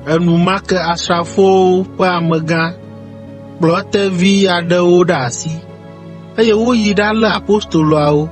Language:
Ewe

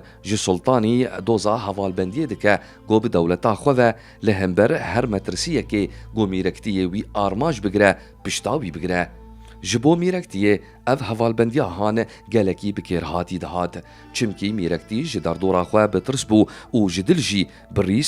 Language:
Kurdish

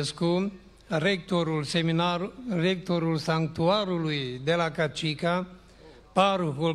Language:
Romanian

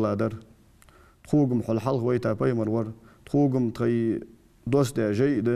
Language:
Ingush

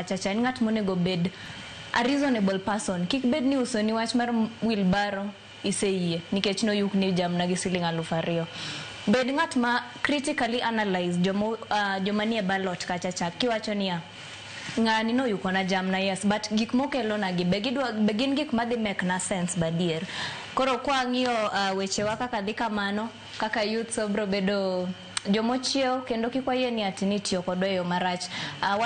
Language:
Luo (Kenya and Tanzania)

